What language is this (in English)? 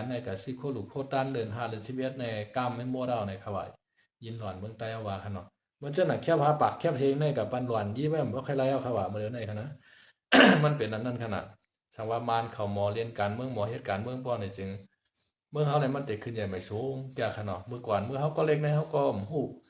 Shan